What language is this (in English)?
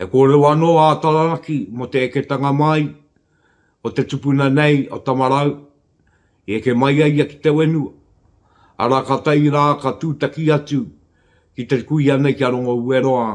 Māori